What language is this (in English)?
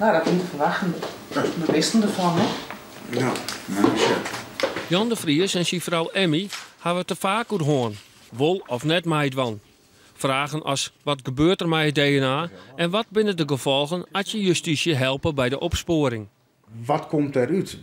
Western Frisian